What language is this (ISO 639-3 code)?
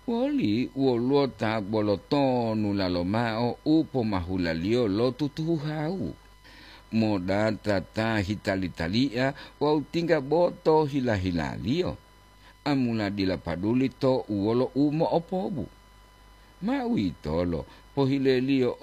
gor